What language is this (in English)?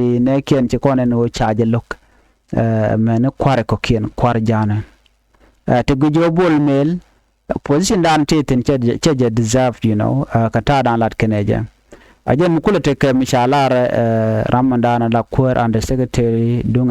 Nuer